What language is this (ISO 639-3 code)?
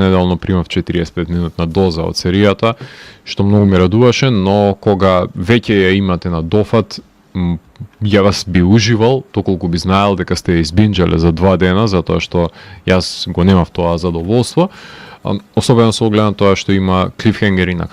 mkd